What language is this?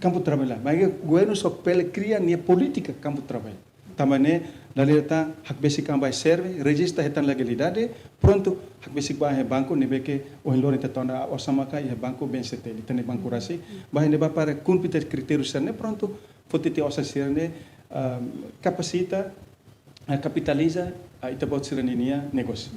Tetum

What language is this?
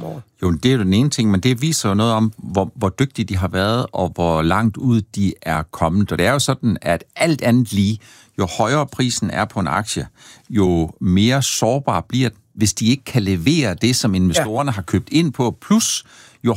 Danish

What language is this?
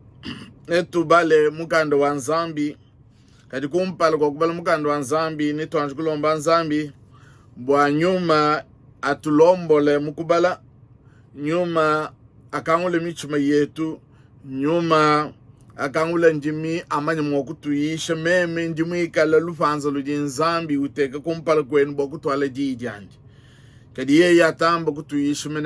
Luba-Lulua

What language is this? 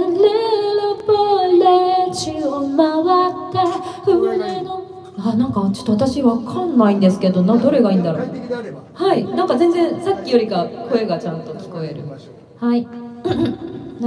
Japanese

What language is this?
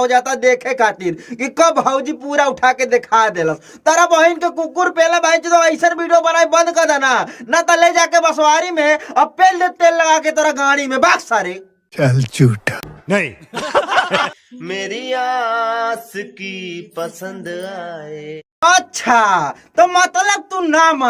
Bhojpuri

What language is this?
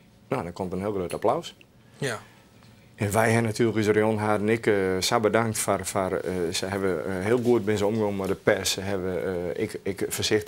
Western Frisian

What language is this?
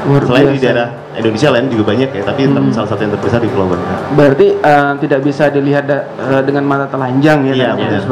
Indonesian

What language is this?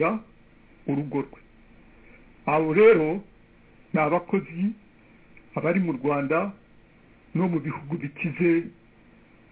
Kinyarwanda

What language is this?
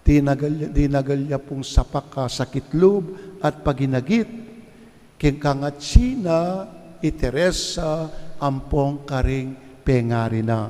Pampanga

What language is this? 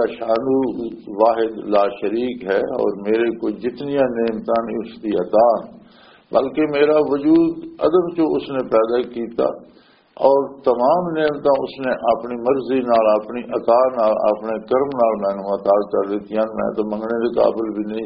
Western Panjabi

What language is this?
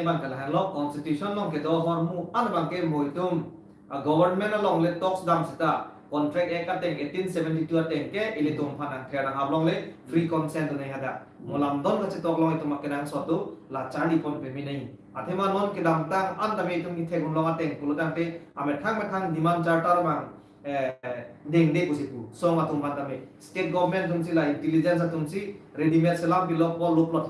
Karbi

